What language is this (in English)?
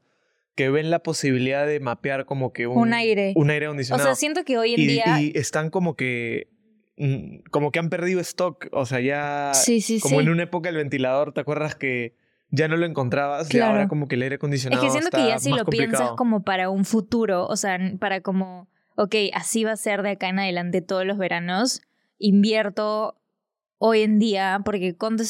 Spanish